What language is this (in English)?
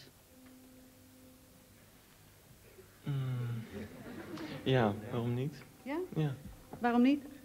Dutch